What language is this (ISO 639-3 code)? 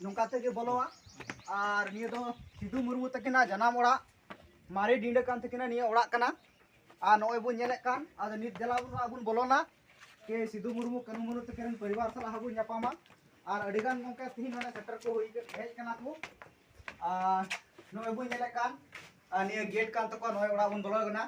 sat